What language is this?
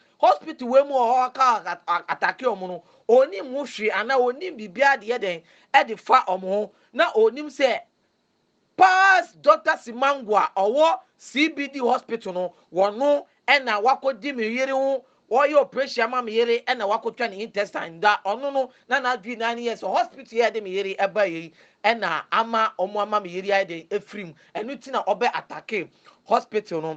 Akan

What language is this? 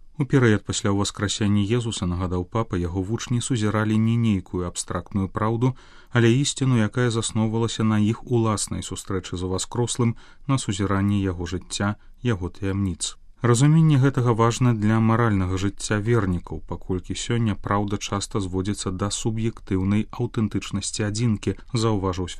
Belarusian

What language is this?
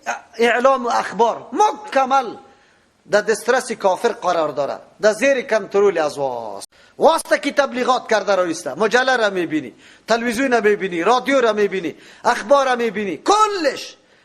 Persian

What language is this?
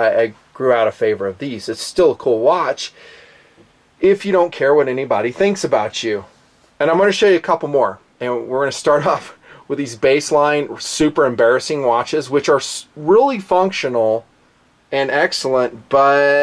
English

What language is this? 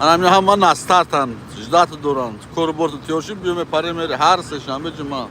Tajik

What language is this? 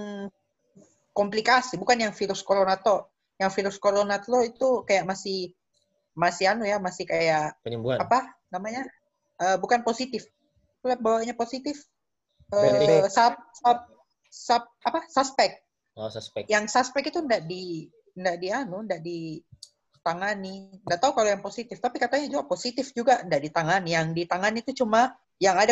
Indonesian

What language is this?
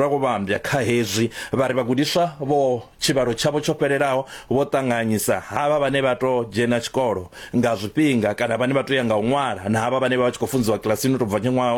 Venda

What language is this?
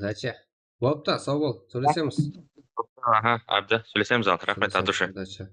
Kara-Kalpak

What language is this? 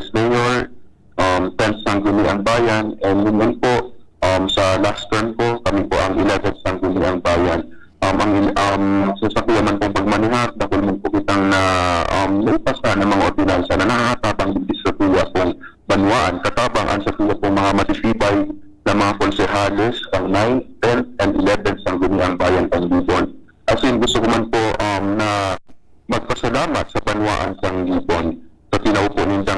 Bikol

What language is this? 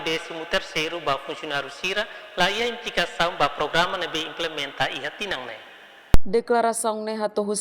Tetum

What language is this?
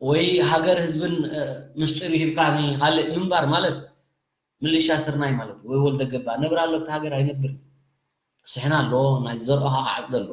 Tigrinya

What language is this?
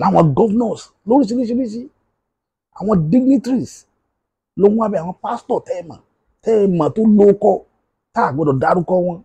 Yoruba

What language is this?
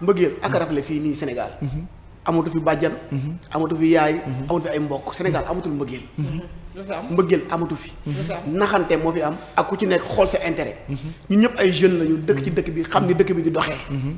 Wolof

